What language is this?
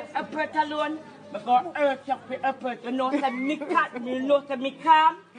Jamaican Creole English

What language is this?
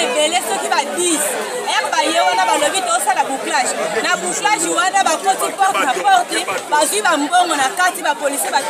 Lingala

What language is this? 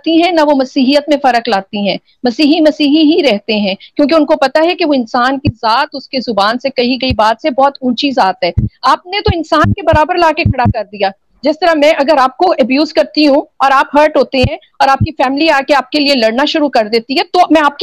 Urdu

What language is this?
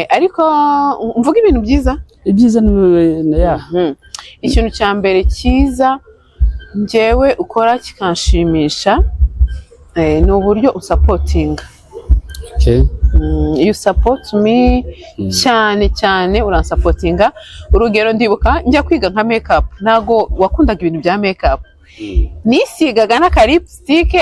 Kinyarwanda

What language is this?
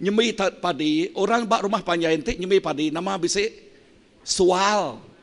Iban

